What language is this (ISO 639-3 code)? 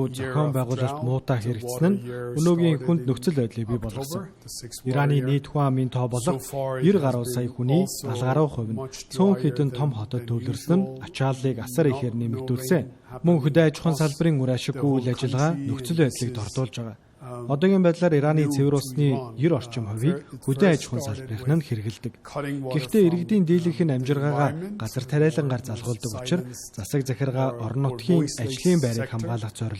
mon